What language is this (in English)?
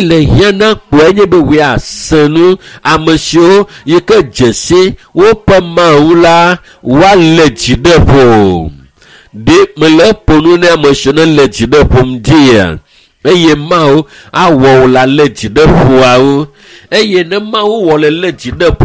Ewe